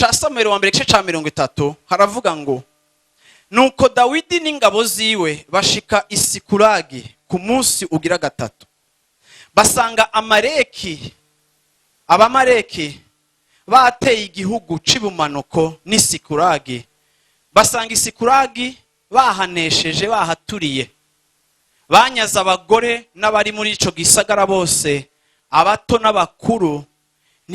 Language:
Rundi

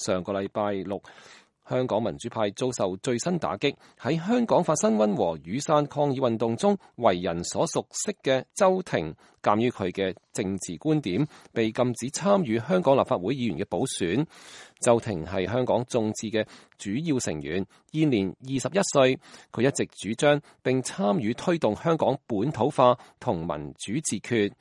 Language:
Cantonese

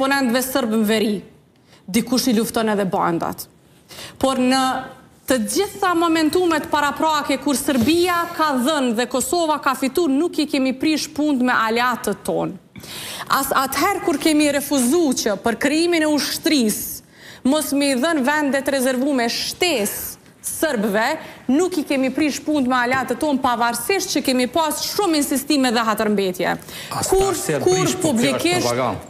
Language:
Albanian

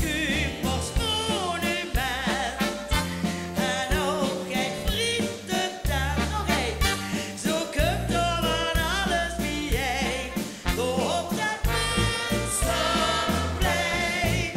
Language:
Limburgish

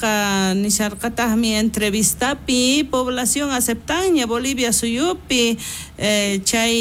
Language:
South Bolivian Quechua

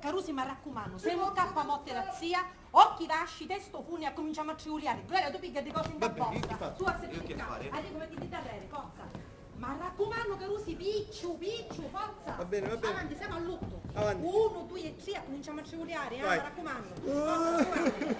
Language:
Sicilian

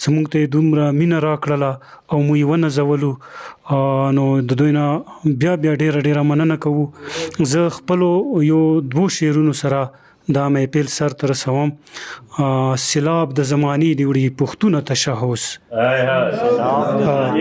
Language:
Pashto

